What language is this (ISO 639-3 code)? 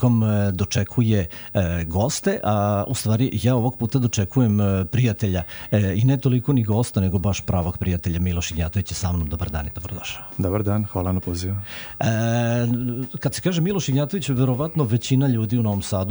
srp